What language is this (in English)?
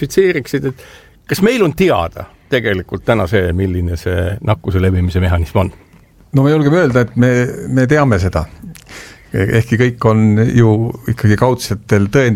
Estonian